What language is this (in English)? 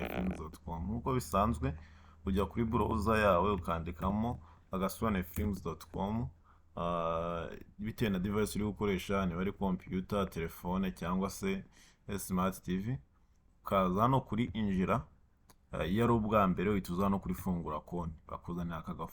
Kinyarwanda